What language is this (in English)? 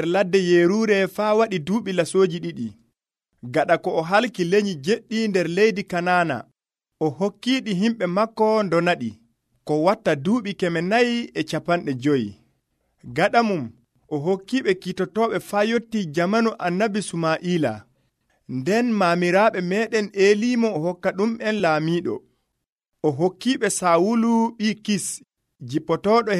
Nigerian Fulfulde